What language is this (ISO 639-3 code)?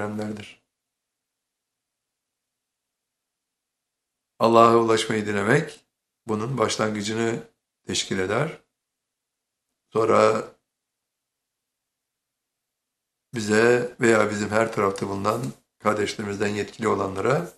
tur